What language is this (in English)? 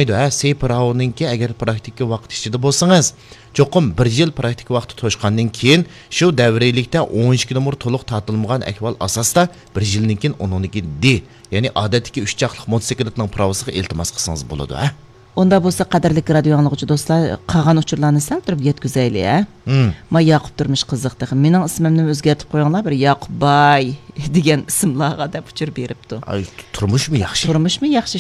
Uyghur